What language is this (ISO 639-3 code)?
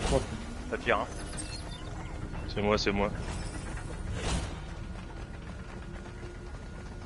fra